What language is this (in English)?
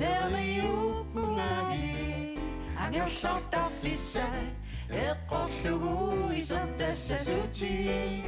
Kalaallisut